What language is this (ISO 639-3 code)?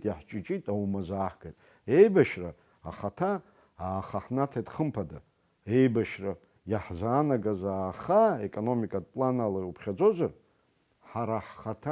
abk